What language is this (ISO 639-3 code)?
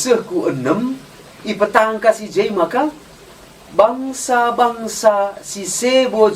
btx